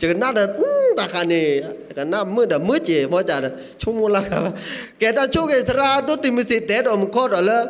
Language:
S'gaw Karen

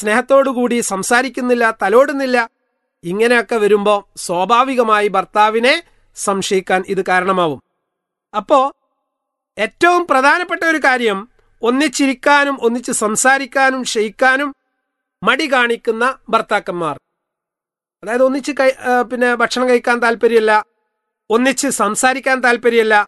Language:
Malayalam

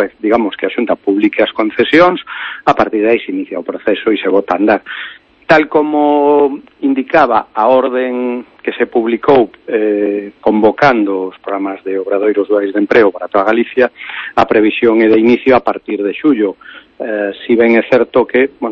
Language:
Galician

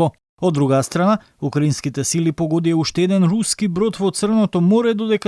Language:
Macedonian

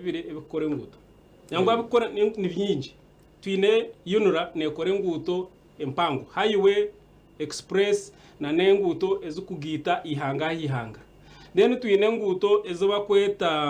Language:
Nyankole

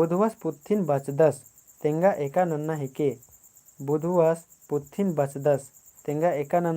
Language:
Kurukh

